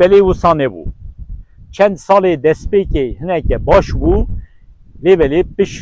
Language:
Kurdish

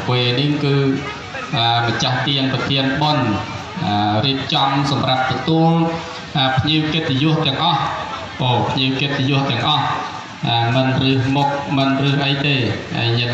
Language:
Khmer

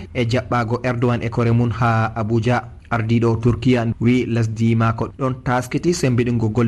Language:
Fula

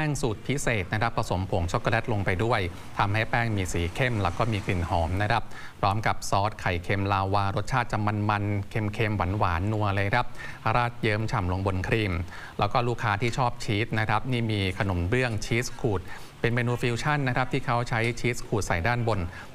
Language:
Thai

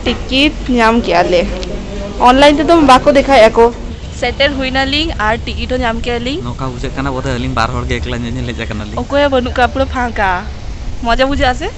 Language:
Santali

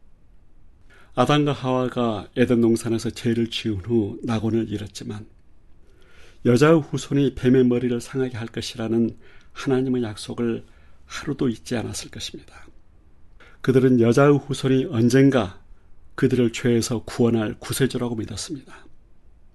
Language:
Korean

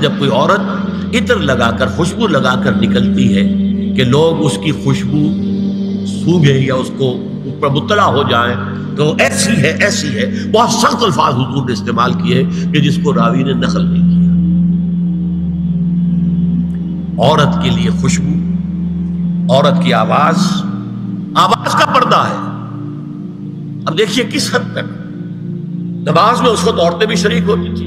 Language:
Urdu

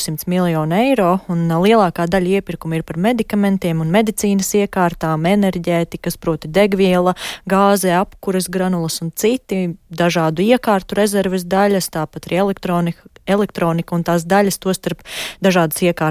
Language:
Latvian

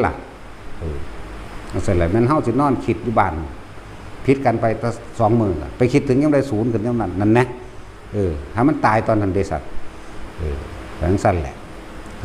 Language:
Lao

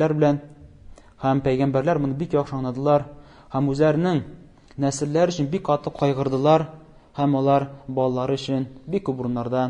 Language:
Tatar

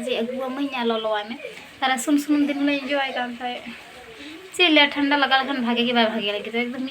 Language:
Santali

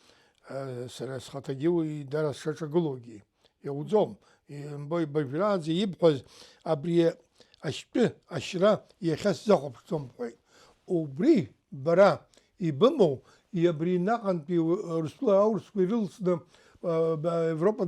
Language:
Abkhazian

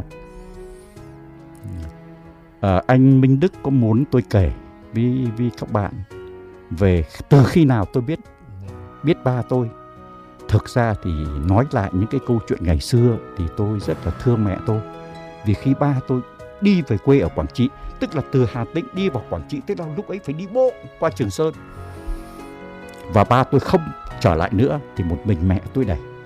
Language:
Vietnamese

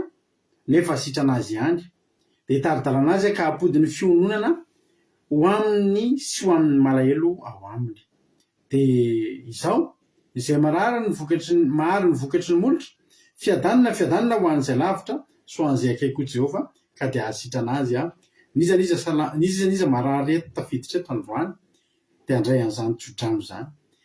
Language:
Malagasy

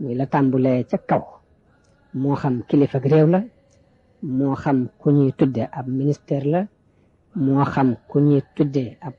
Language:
Wolof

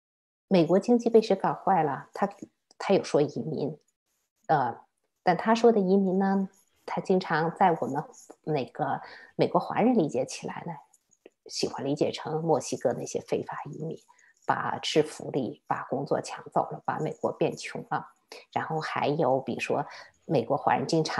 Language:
Chinese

